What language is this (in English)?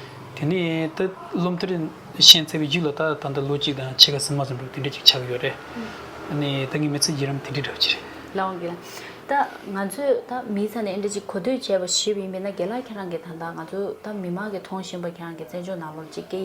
Tibetan